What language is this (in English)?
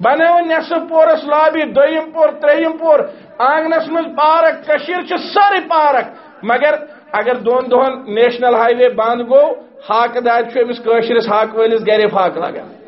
Kashmiri